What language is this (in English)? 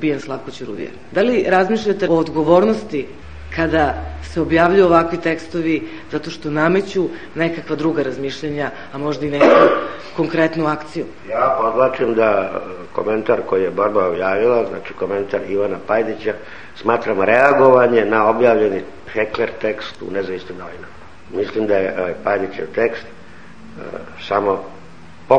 Serbian